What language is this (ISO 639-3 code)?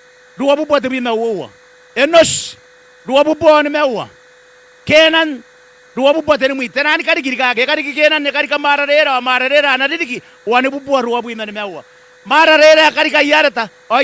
gil